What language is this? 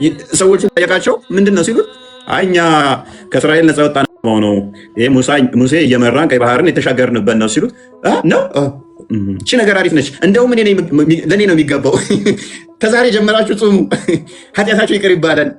Amharic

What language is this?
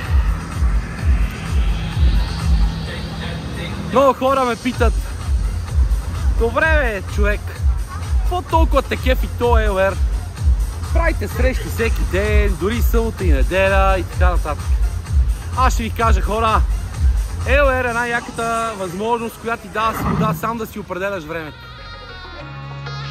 Bulgarian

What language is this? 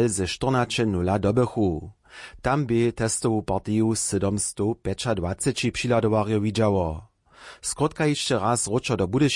Upper Sorbian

